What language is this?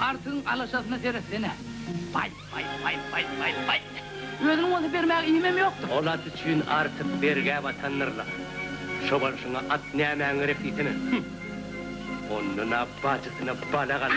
Turkmen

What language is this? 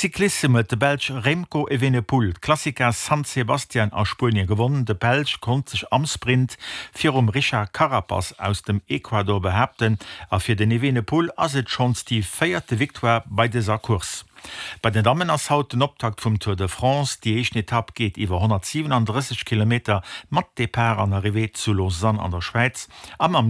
Luxembourgish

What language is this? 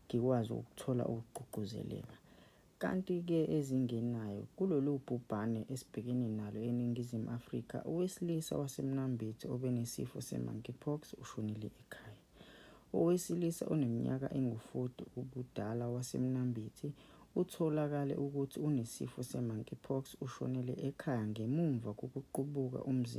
Zulu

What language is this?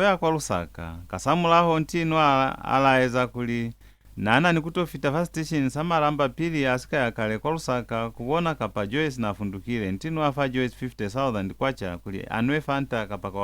Lozi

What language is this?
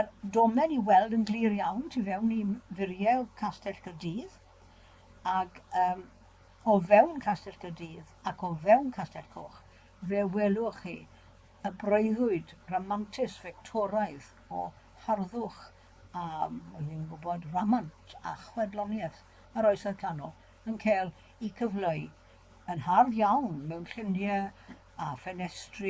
Welsh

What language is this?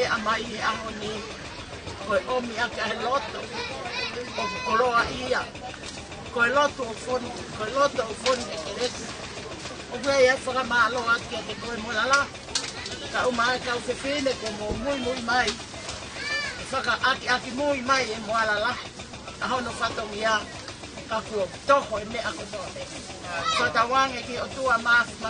Tongan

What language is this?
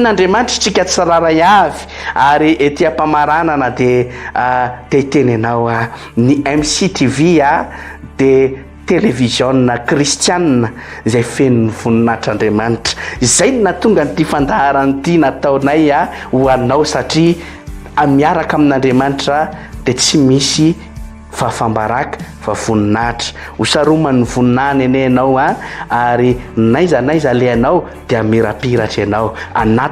Malagasy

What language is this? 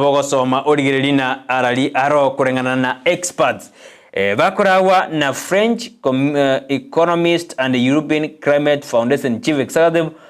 Gusii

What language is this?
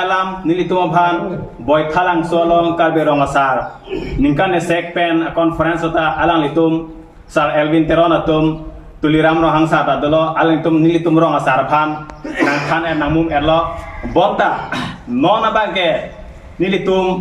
Karbi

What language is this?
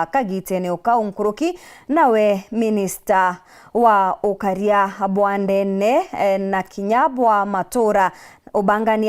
Meru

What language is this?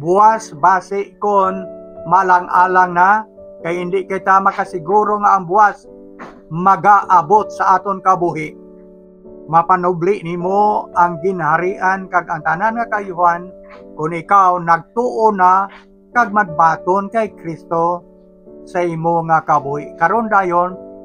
Hiligaynon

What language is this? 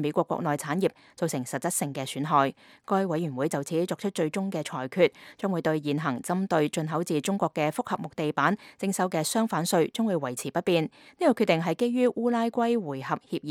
Cantonese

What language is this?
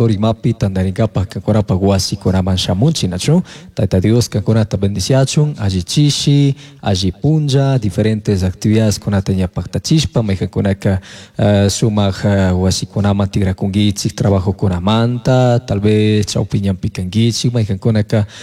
Chimborazo Highland Quichua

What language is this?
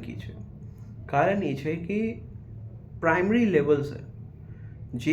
Maithili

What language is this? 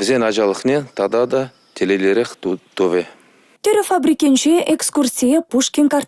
Chuvash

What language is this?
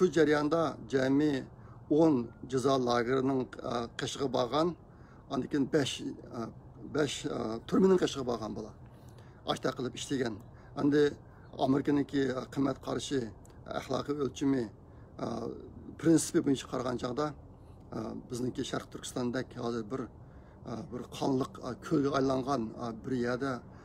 Uyghur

